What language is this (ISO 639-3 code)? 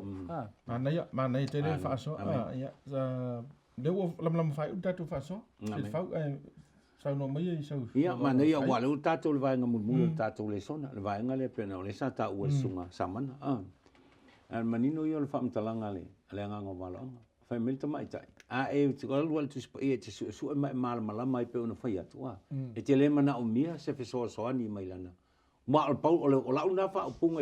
smo